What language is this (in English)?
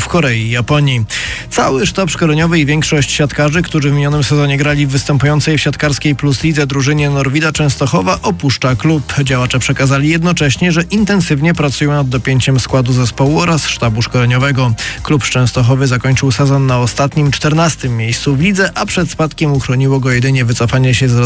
Polish